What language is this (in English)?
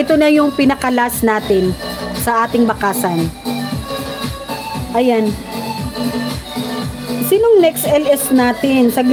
Filipino